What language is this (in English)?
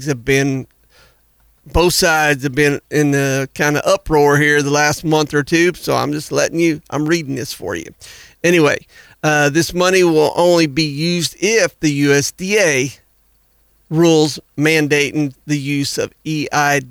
English